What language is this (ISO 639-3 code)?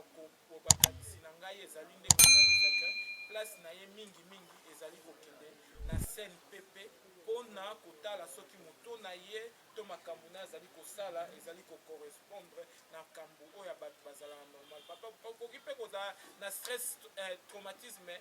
lin